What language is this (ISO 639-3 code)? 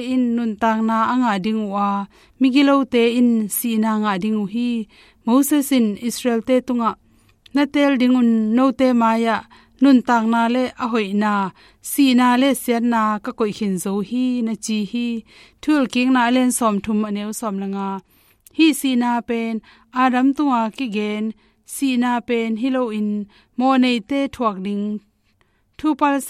ctd